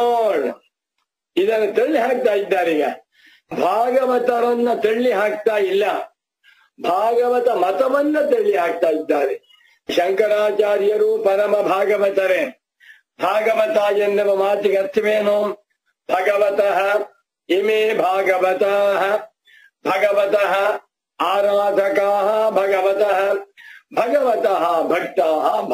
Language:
Kannada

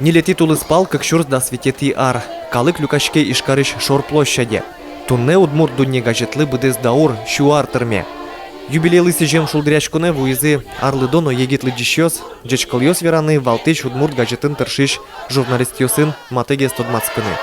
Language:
Udmurt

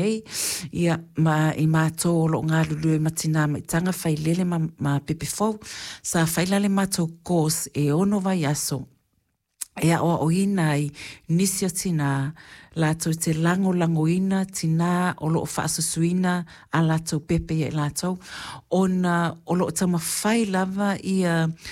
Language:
Samoan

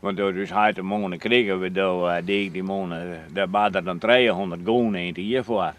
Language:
Western Frisian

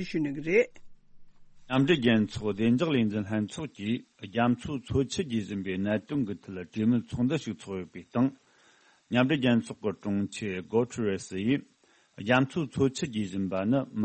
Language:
Tibetan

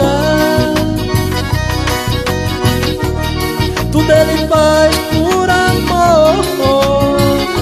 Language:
Portuguese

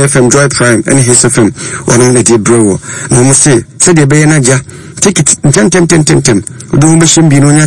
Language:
Akan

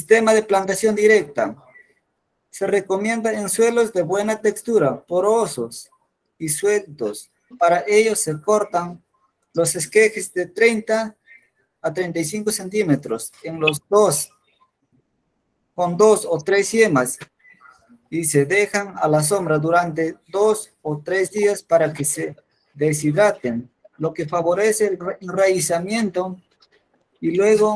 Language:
Spanish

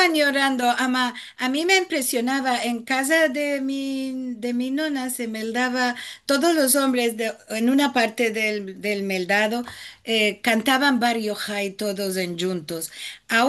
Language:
Ladino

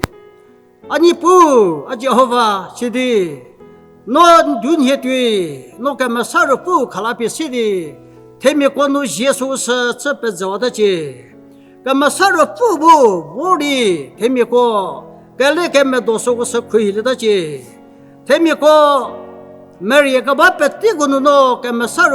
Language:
Angami Naga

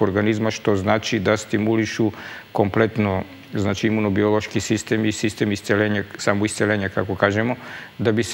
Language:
Serbian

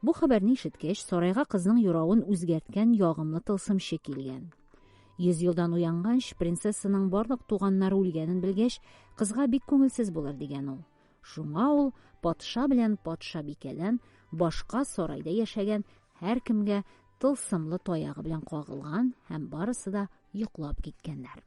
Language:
Tatar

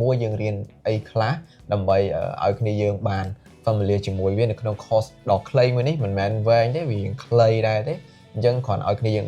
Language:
Khmer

